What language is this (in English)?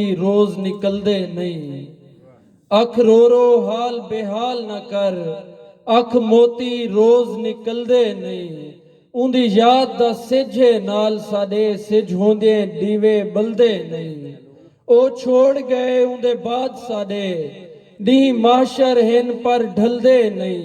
Saraiki